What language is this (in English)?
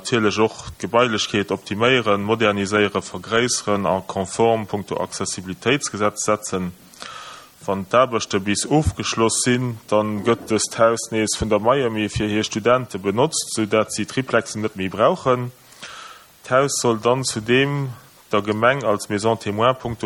Luxembourgish